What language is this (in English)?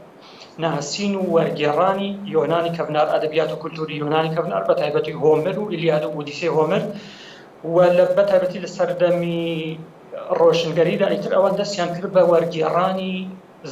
Central Kurdish